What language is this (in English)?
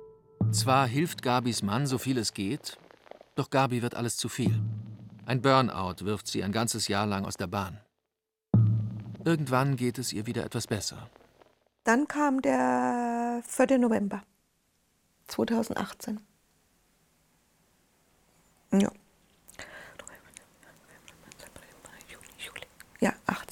German